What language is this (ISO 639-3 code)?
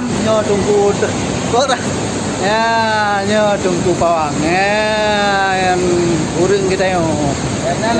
ace